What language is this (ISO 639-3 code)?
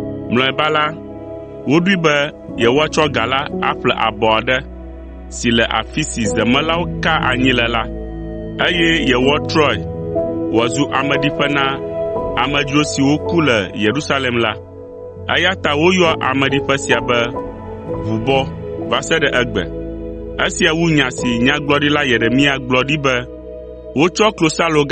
ewe